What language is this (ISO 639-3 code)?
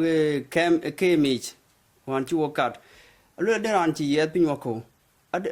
din